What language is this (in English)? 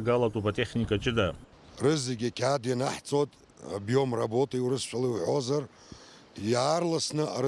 Abkhazian